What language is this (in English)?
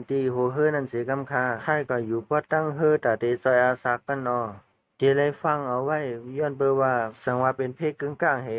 Shan